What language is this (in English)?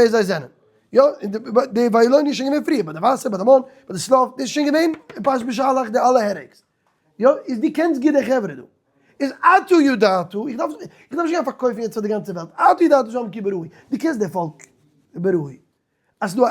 Yiddish